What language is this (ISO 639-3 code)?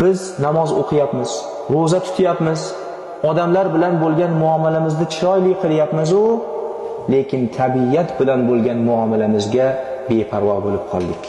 uzb